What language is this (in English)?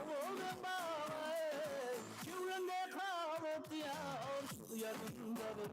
Kara-Kalpak